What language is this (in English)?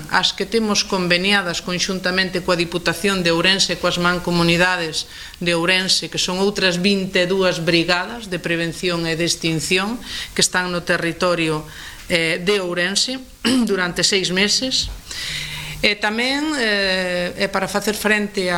Galician